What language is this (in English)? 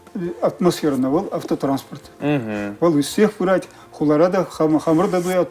Chuvash